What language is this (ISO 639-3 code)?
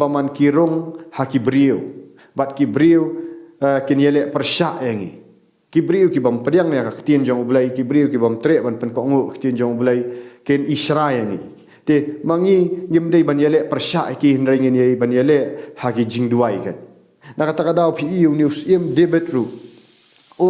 kha